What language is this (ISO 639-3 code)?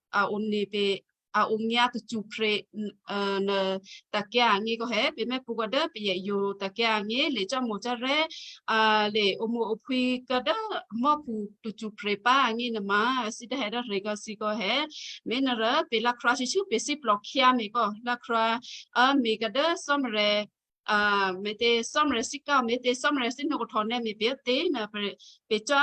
kyu